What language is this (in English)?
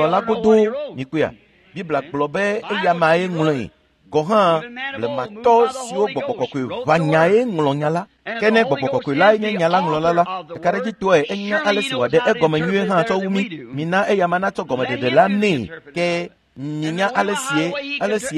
Ewe